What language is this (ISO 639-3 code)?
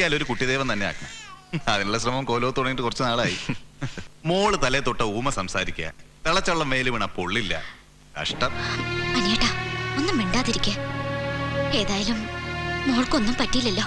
mal